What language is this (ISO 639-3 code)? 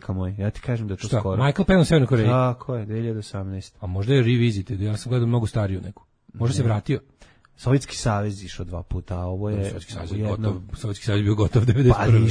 srp